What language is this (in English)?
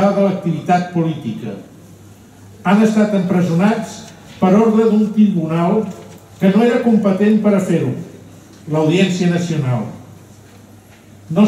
Catalan